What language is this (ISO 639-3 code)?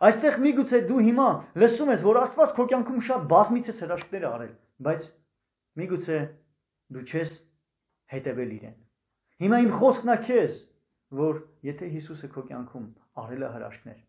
hye